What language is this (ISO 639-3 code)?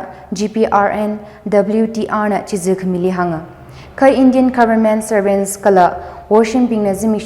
nmf